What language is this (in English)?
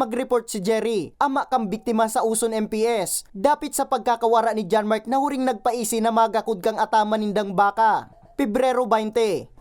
Bikol